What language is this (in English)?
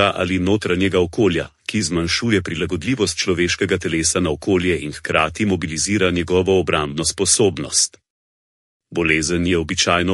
Slovenian